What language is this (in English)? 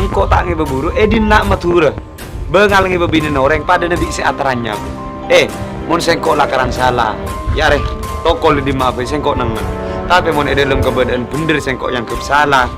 Madurese